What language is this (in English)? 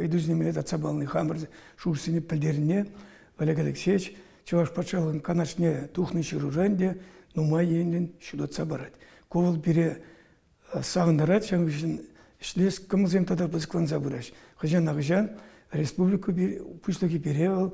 Chuvash